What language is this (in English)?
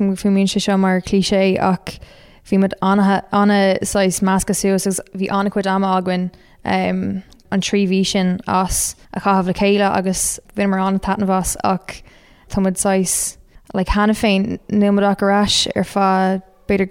Irish